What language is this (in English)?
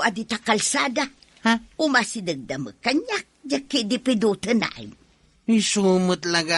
Iloko